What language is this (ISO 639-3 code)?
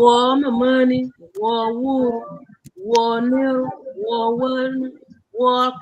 ach